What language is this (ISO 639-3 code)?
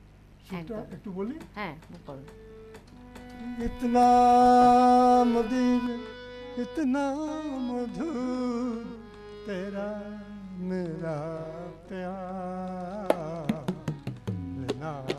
ben